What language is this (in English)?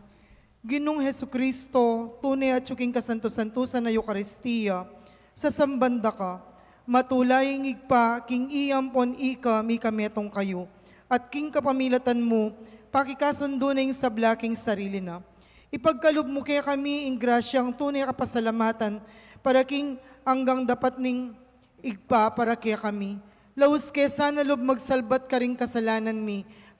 Pampanga